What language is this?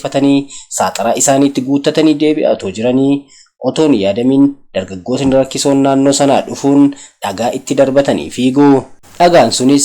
Oromo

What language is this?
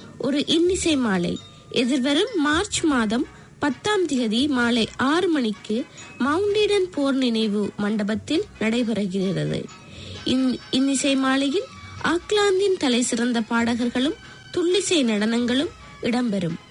Tamil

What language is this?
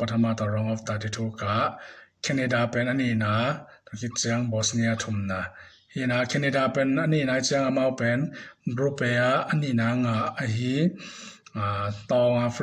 Tedim Chin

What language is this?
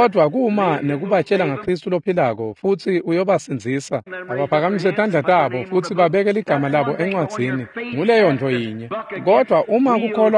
Swati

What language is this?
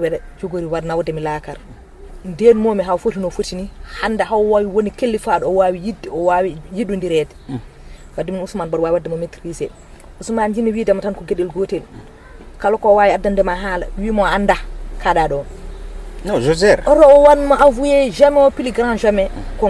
Fula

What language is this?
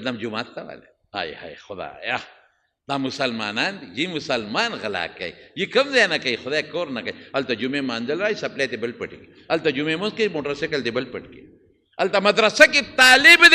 Pashto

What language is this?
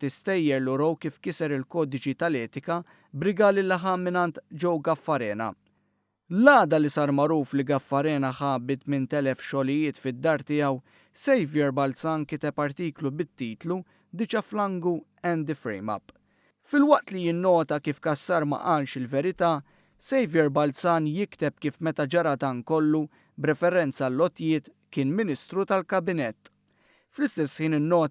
Maltese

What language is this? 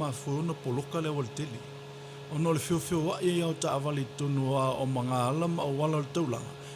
Samoan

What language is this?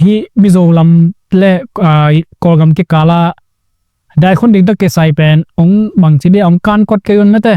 Tedim Chin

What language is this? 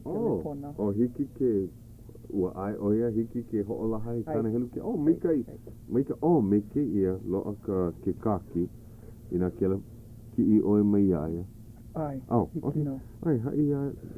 Hawaiian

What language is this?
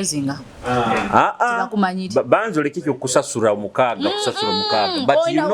Nyoro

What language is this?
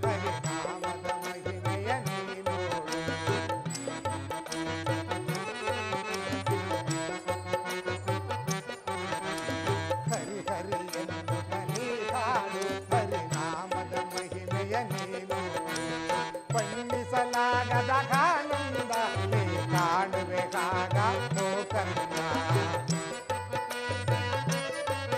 Kannada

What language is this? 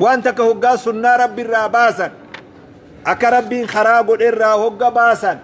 Oromo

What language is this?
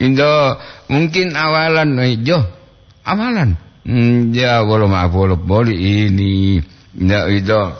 Gorontalo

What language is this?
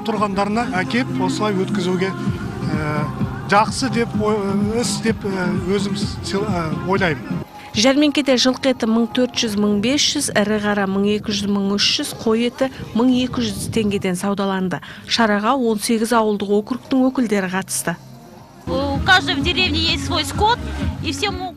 Kazakh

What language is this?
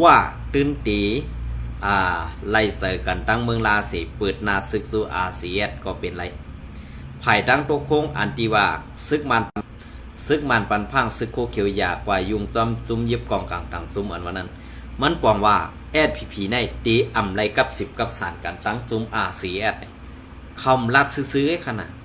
Shan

